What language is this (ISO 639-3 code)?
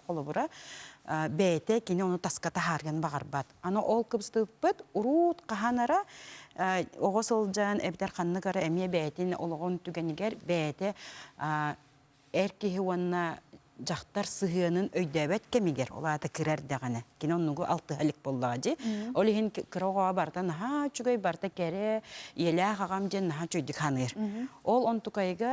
sah